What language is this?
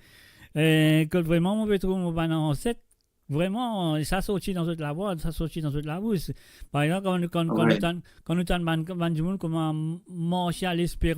Morisyen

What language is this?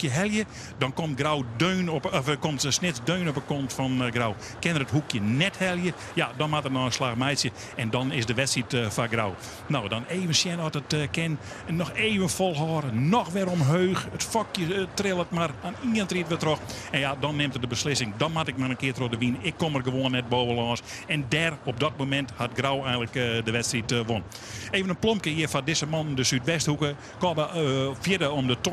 Western Frisian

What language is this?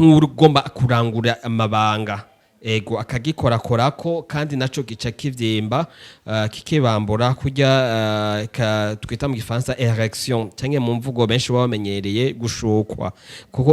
Rundi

